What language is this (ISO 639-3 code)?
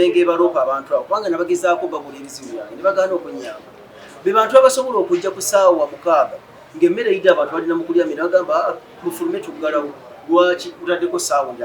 lug